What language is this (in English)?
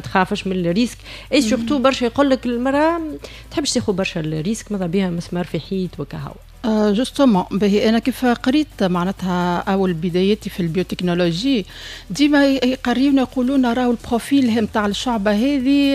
Tunisian Arabic